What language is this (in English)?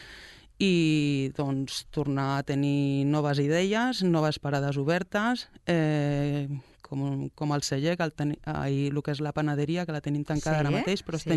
Catalan